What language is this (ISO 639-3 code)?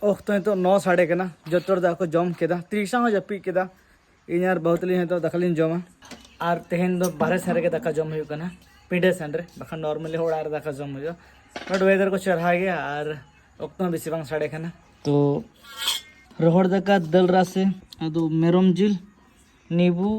sat